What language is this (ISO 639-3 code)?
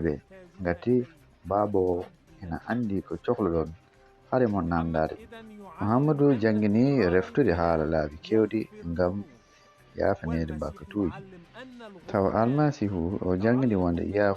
ful